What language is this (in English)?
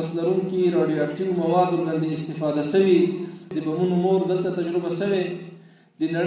Pashto